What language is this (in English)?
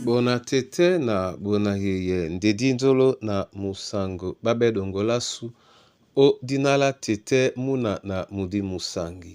Duala